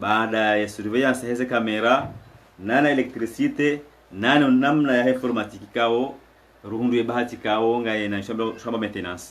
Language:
Ngazidja Comorian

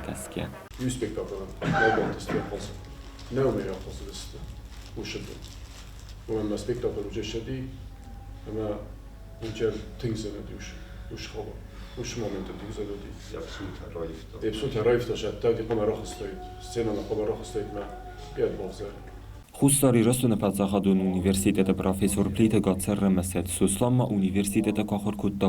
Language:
Ossetic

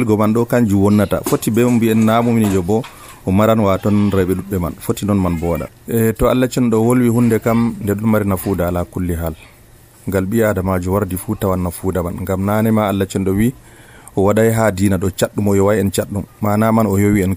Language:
Nigerian Fulfulde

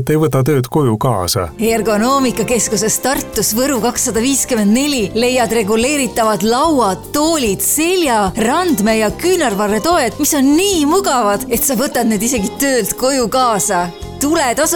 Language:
Estonian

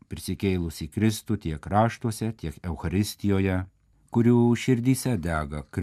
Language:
Lithuanian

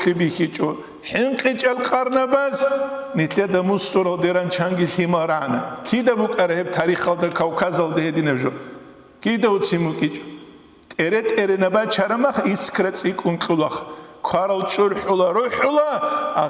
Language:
Avaric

